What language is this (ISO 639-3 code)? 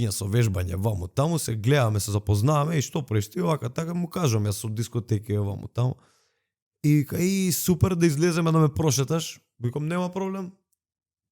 mkd